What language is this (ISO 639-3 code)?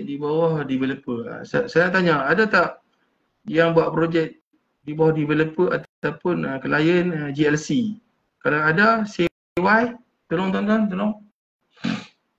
msa